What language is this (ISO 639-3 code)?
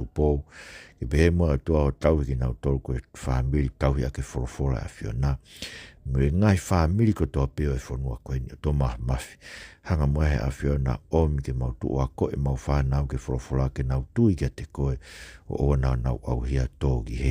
ton